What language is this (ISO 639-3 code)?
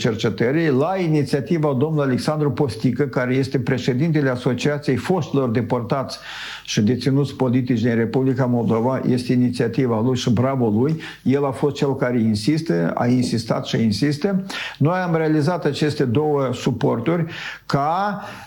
ron